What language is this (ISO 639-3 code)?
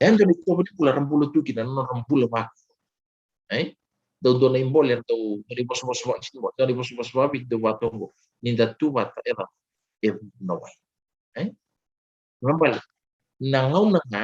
fij